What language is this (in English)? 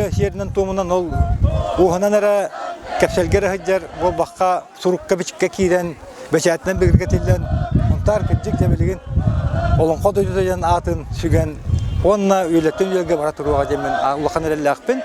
Yakut